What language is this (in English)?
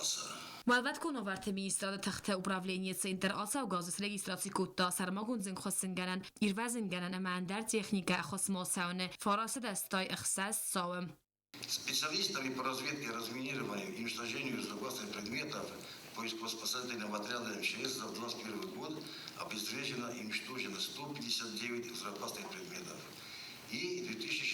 Ossetic